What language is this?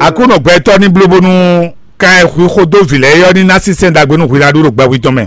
Fon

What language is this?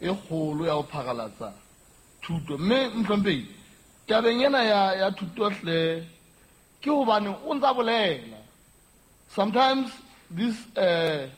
Southern Sotho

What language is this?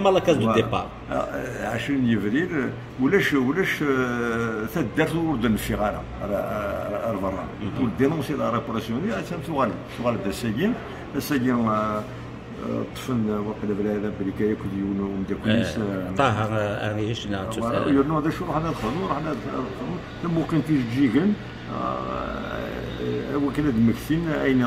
Kabyle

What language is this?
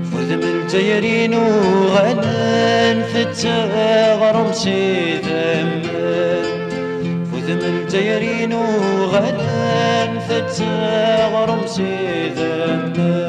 Kabyle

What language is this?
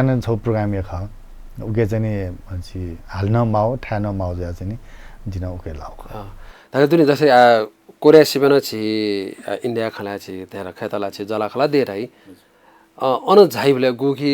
Newari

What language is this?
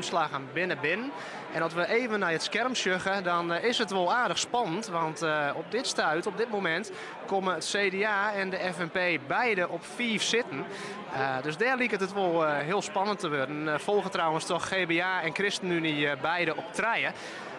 Western Frisian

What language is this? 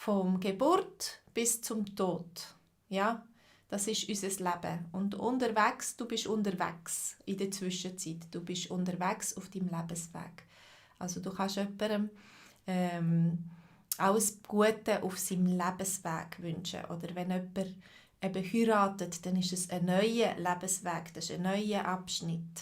Swiss German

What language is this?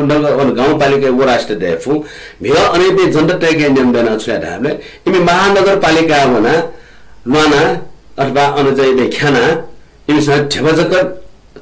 Newari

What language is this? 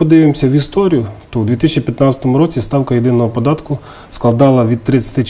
Ukrainian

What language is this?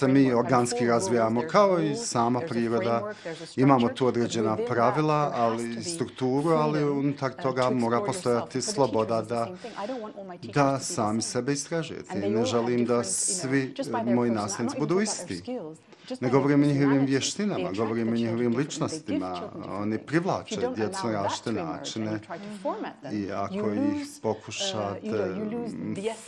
Bosnian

